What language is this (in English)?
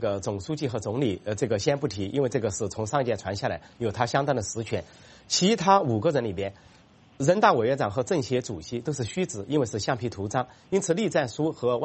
Chinese